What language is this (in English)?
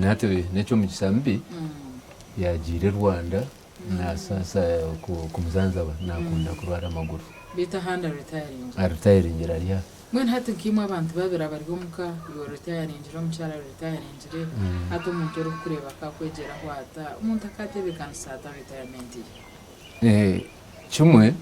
Nyankole